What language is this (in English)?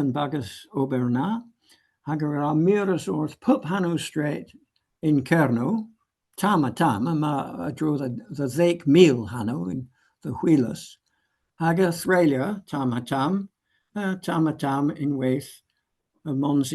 Cornish